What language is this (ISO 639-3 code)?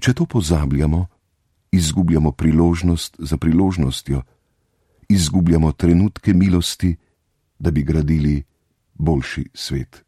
slv